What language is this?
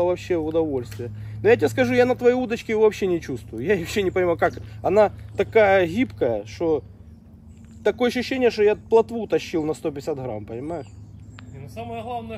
Russian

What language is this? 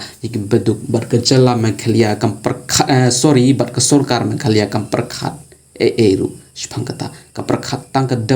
Khasi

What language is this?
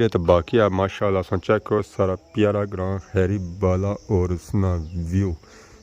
Pahari-Potwari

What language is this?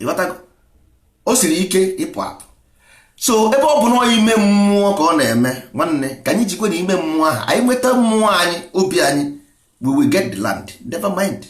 Igbo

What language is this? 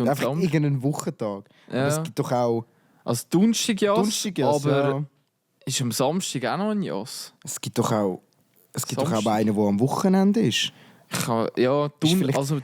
Swiss German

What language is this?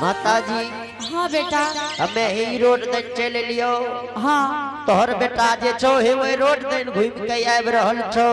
Angika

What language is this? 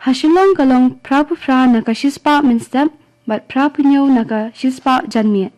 Khasi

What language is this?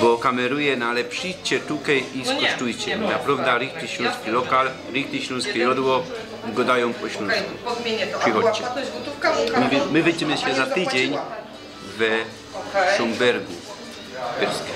Silesian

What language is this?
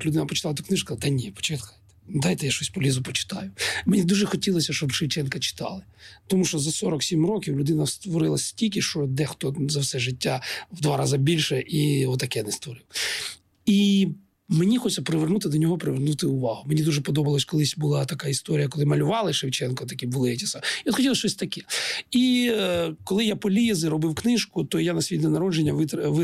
Ukrainian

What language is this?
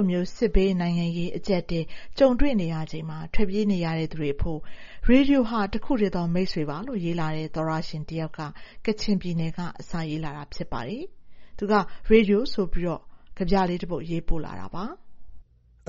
Burmese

